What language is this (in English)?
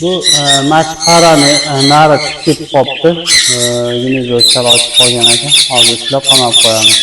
Uzbek